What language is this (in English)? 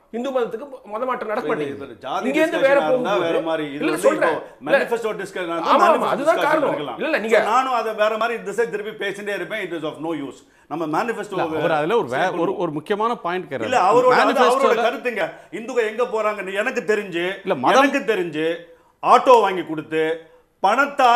Tamil